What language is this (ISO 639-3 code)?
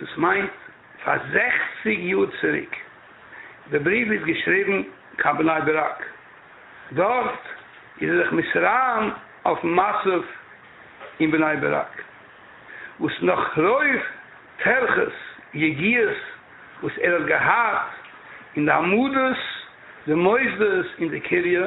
yid